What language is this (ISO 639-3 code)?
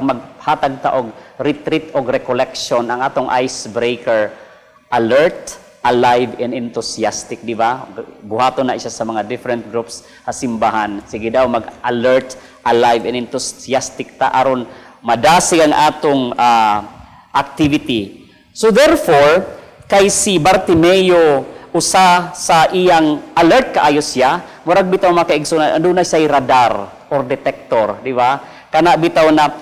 ceb